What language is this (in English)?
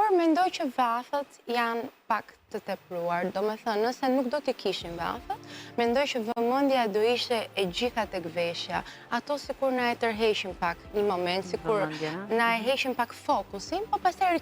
Albanian